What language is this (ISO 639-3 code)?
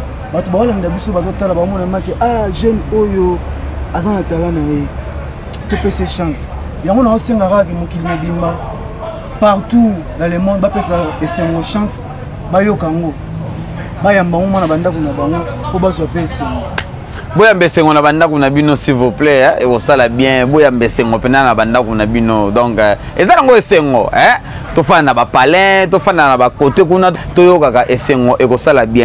lin